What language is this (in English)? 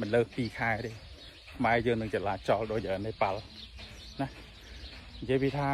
Khmer